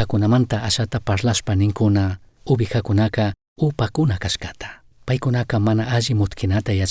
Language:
Chimborazo Highland Quichua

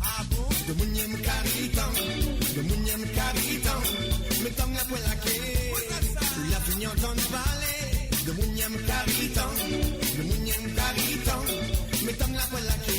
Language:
Morisyen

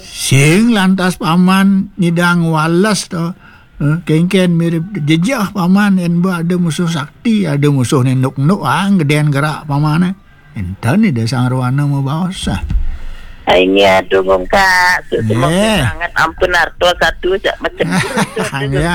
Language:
Balinese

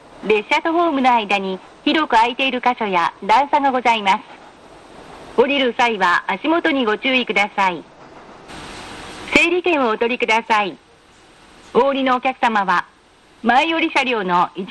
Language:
Japanese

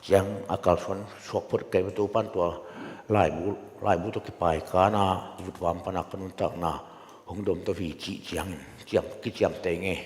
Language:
Tedim Chin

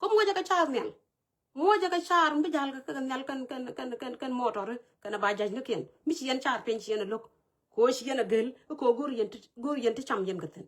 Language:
Nuer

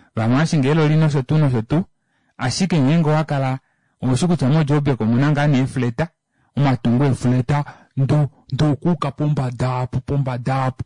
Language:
Kuanyama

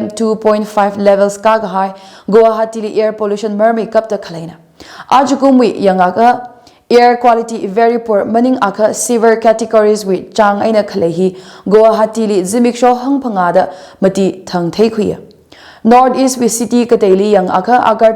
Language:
Tangkhul Naga (India)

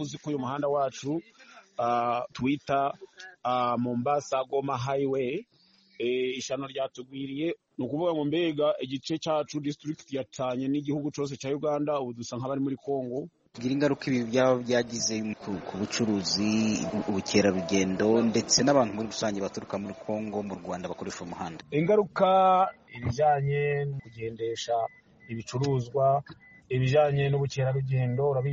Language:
Kinyarwanda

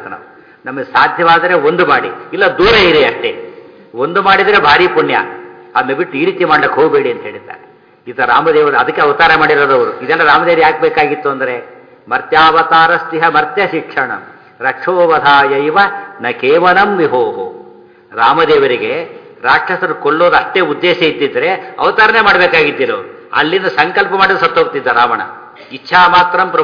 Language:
Kannada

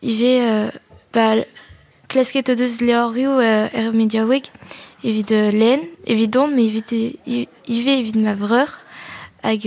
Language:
Breton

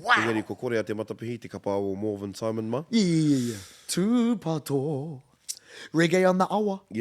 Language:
Māori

